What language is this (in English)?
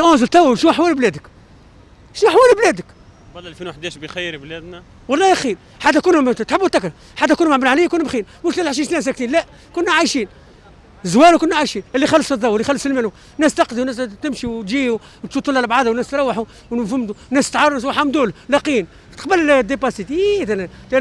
Tunisian Arabic